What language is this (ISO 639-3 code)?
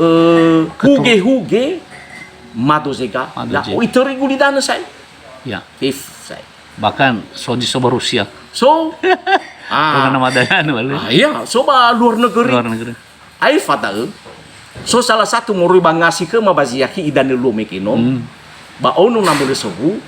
nia